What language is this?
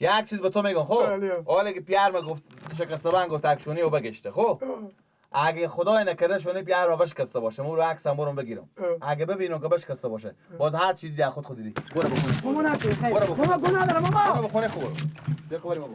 Persian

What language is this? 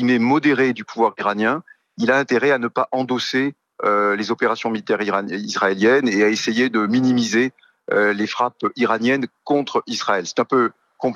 French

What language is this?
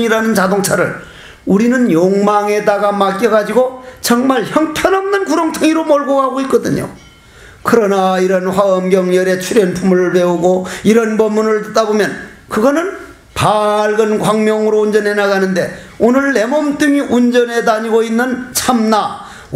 Korean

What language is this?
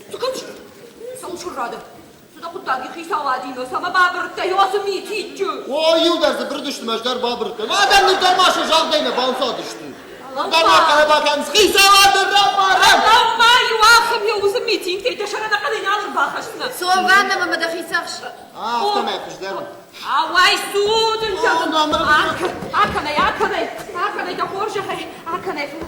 Ossetic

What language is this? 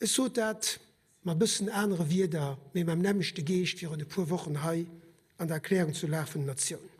Luxembourgish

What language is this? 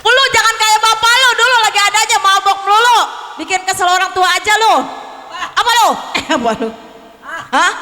Betawi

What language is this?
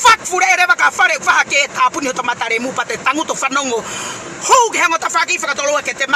Tongan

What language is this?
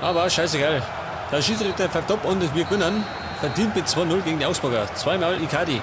Bavarian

